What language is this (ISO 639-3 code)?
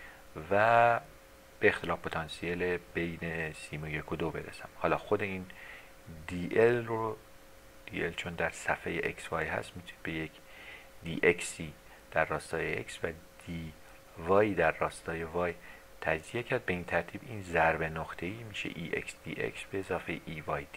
fas